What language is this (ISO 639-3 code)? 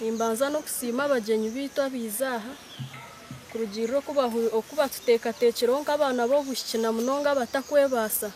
nyn